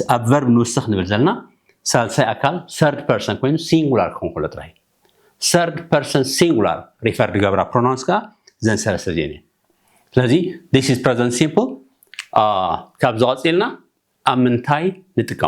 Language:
Tigrinya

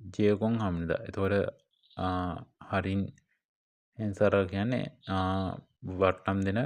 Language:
Sinhala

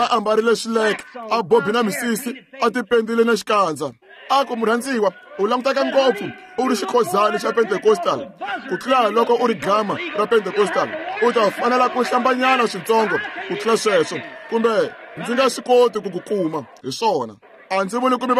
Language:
Tsonga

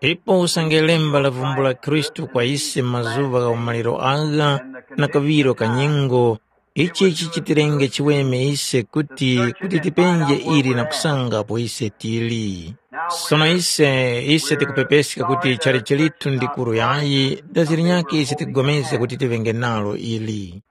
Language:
Tumbuka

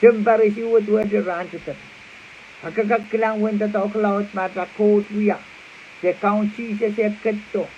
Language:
Pohnpeian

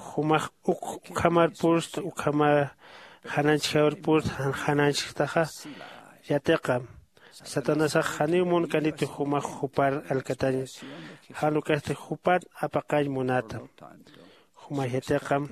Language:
Aymara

